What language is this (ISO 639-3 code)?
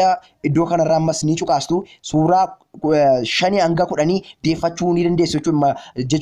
orm